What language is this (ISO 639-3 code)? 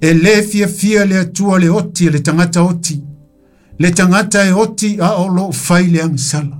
smo